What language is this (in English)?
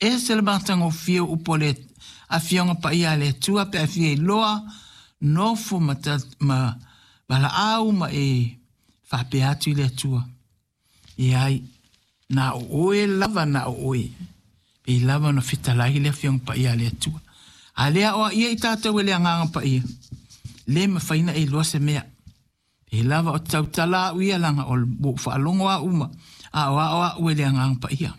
Samoan